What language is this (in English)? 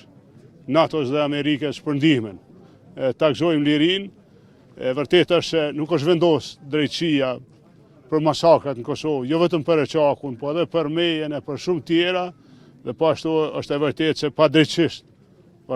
Albanian